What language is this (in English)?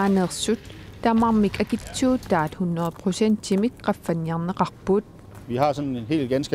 Kalaallisut